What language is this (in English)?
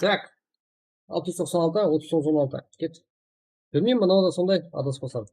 Kara-Kalpak